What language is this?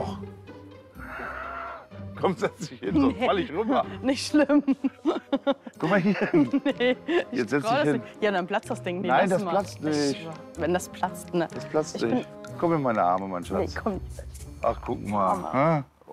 German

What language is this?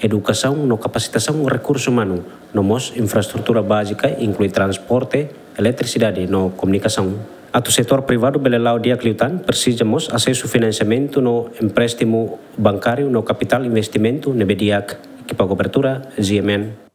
Tetum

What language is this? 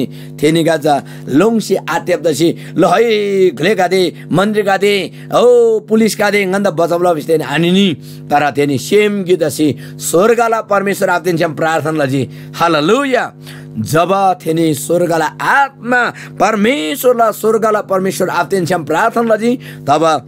Eastern Tamang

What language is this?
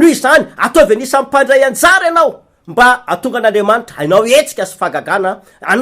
Malagasy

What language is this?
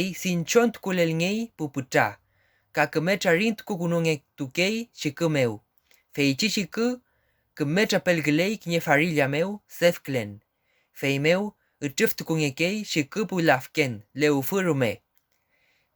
Mapuche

